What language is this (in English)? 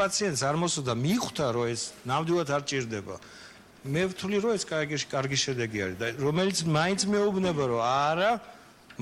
Georgian